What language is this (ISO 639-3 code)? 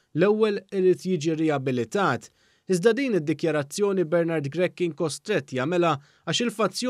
mlt